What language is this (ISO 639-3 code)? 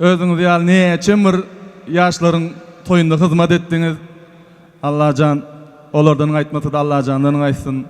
tuk